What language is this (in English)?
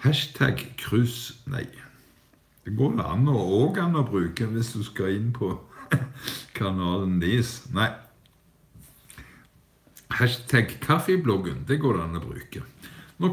Norwegian